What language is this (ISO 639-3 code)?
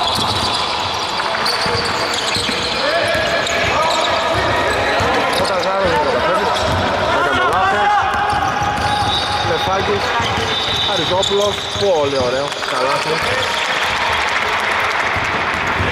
ell